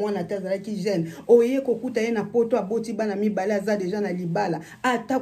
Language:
Lingala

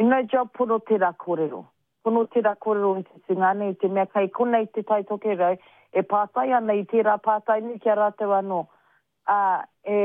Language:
Māori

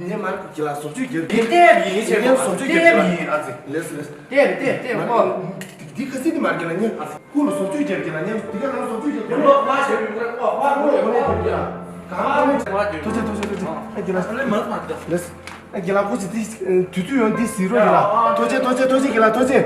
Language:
Tibetan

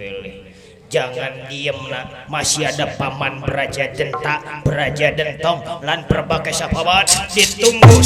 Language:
Betawi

